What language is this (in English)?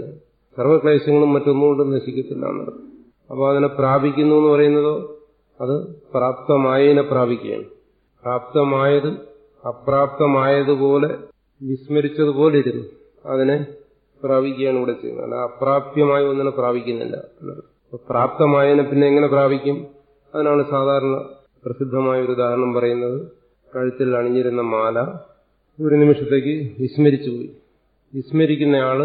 Malayalam